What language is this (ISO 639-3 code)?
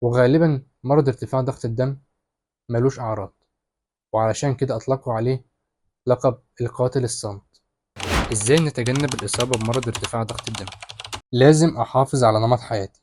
arz